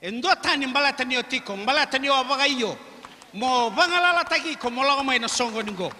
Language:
Fijian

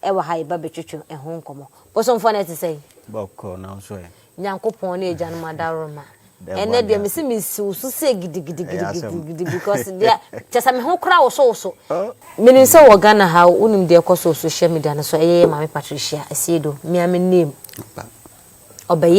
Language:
Akan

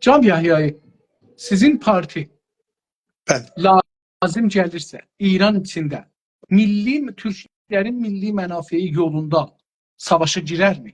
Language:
South Azerbaijani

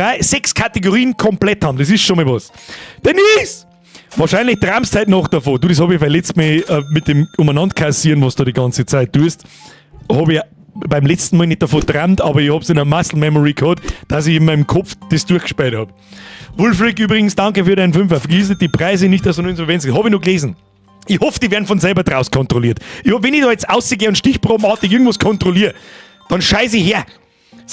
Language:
Bavarian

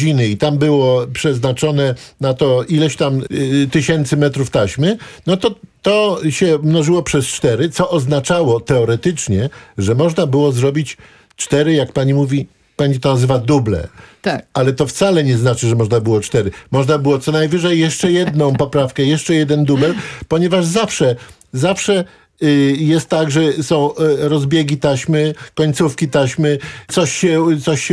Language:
Polish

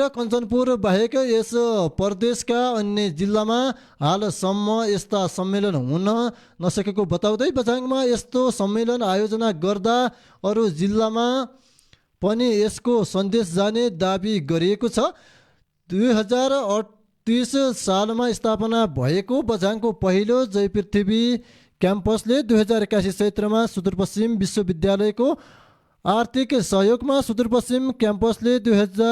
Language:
Nepali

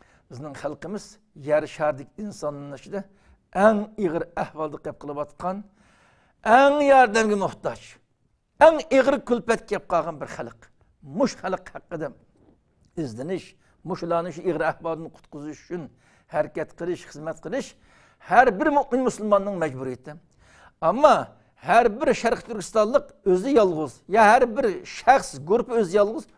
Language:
Uyghur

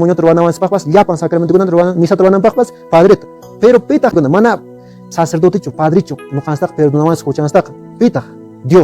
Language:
Quechua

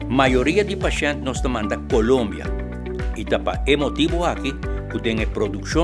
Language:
Papiamento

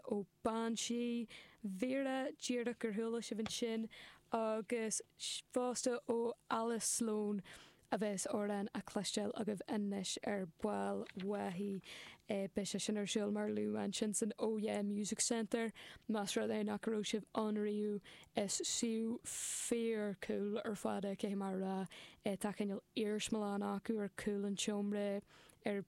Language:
Irish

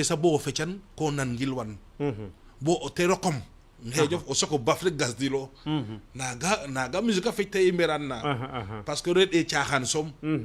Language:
Serer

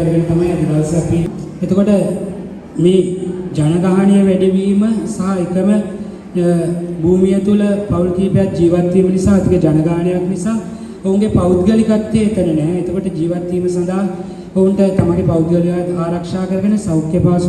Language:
Sinhala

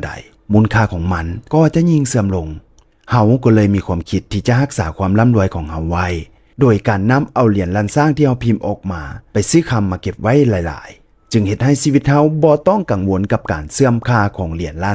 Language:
Lao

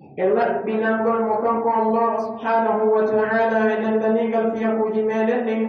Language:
Pular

